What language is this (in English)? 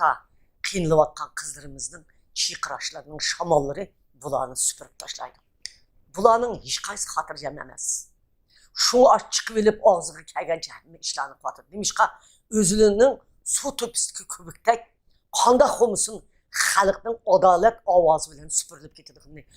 Uyghur